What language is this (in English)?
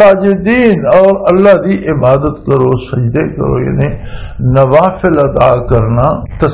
Western Panjabi